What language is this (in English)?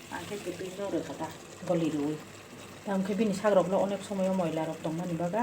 Kok Borok